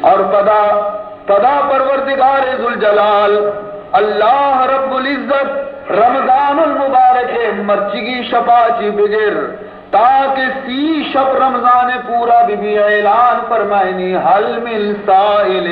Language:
Baluchi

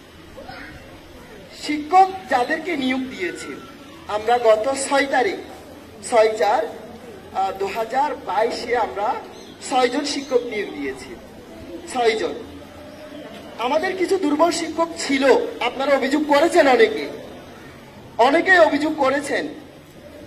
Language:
Bangla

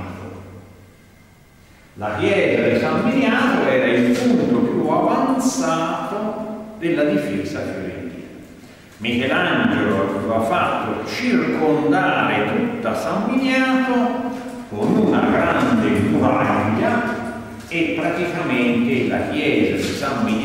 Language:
Italian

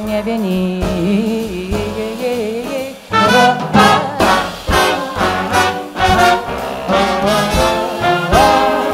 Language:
Polish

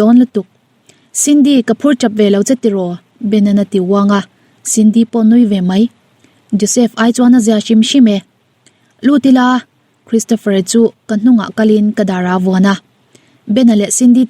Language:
Mizo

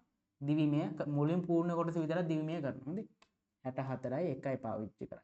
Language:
Sinhala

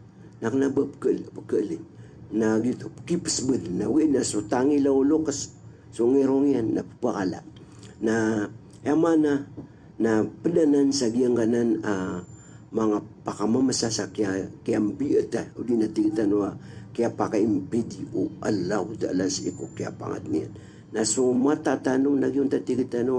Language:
Maranao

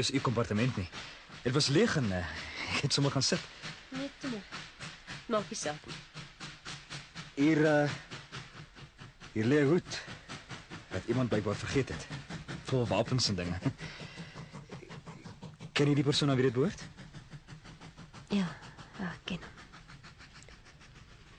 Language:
Afrikaans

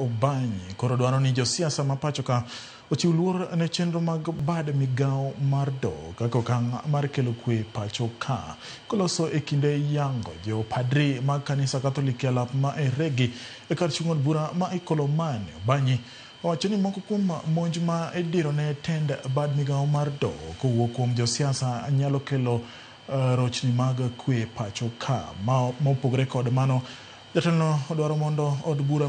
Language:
Luo (Kenya and Tanzania)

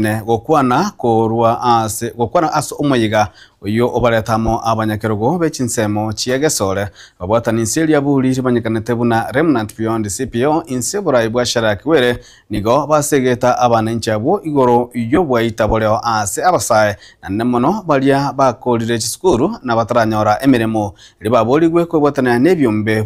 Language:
Gusii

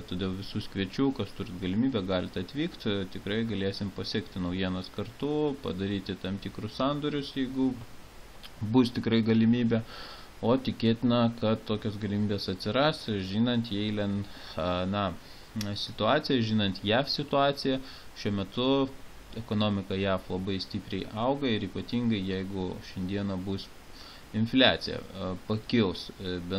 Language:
Lithuanian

